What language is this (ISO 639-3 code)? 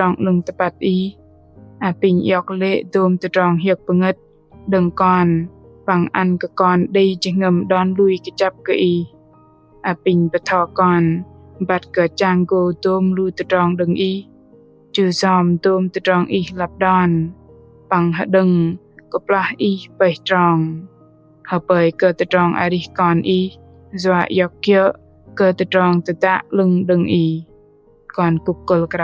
bdq